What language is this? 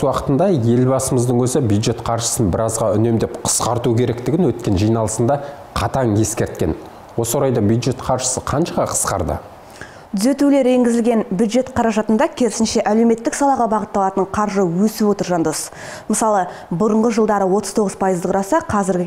Kazakh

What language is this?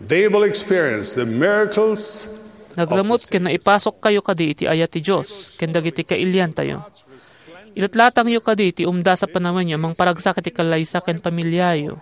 Iloko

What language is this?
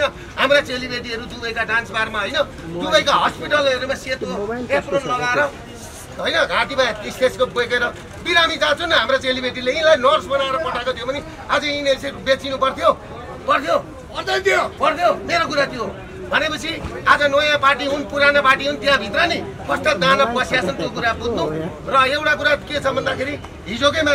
Nepali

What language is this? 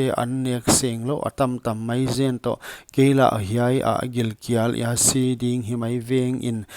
Paite Chin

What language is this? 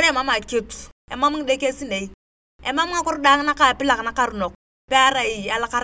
Turkana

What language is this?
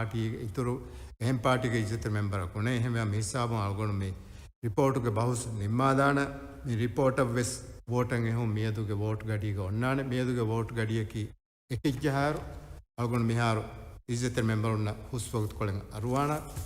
Divehi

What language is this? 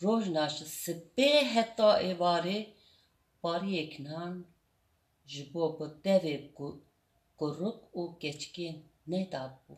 Kurdish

